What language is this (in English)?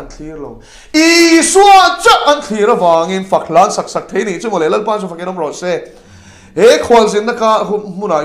Mizo